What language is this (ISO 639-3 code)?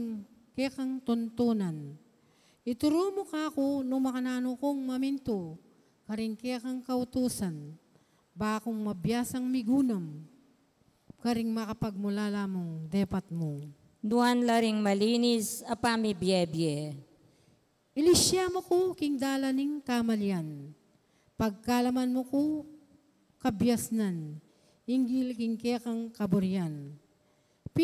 pam